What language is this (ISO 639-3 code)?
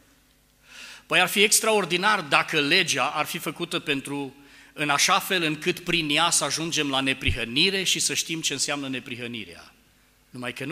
ron